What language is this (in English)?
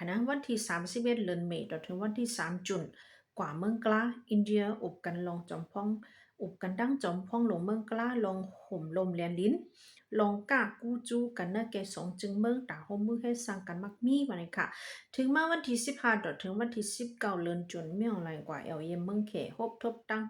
Shan